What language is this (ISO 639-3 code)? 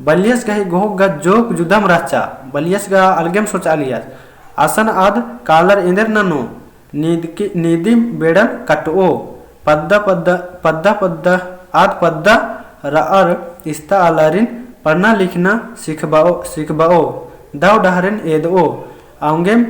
kru